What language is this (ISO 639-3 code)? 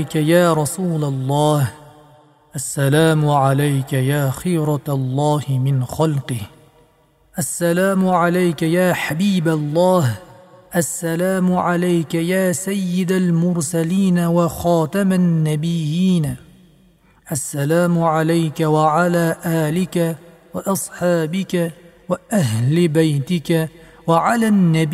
uzb